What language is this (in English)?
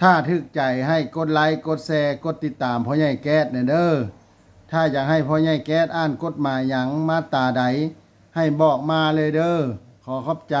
Lao